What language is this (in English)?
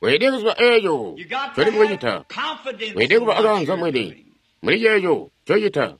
Tonga (Zambia)